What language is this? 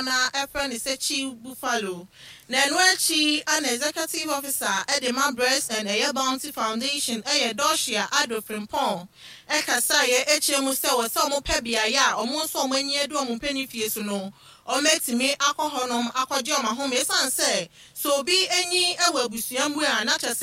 Akan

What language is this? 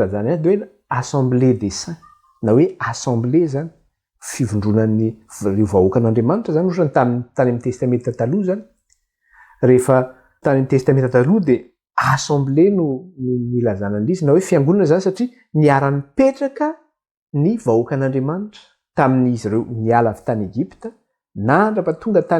Malagasy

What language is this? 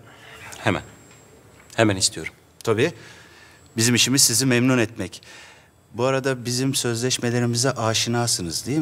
Turkish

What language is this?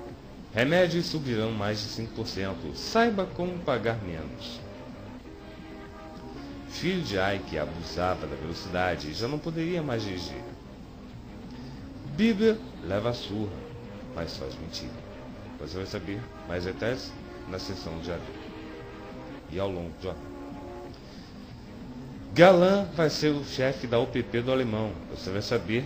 Portuguese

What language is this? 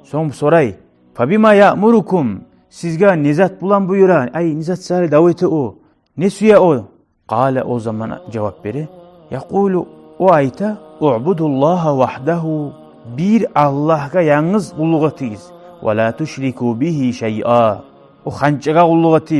Kumyk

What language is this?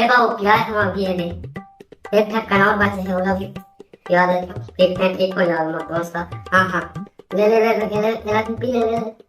Chhattisgarhi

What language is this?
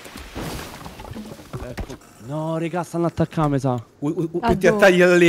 Italian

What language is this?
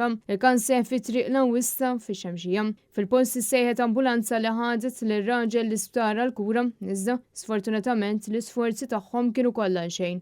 Maltese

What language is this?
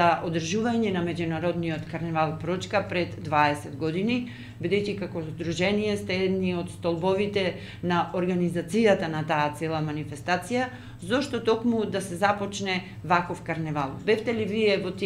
Macedonian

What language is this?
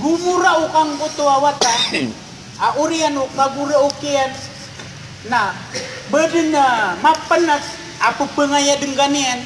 Maranao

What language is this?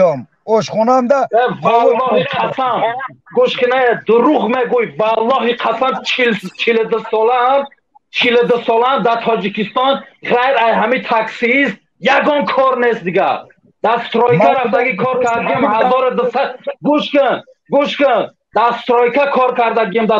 Tajik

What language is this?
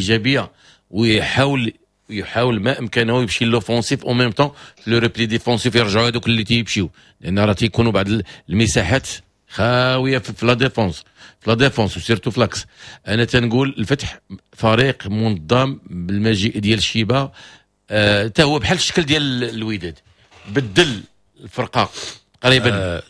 Moroccan Arabic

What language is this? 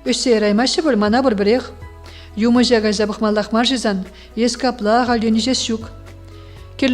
Chuvash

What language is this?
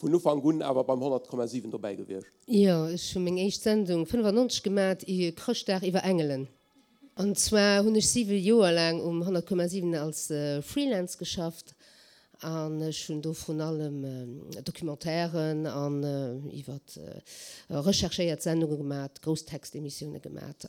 Luxembourgish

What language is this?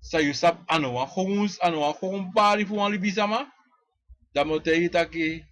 Sranan Tongo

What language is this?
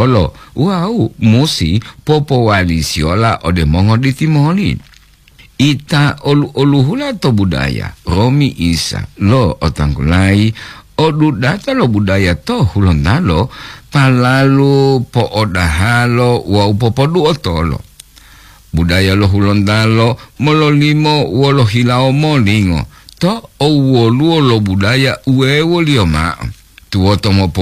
Gorontalo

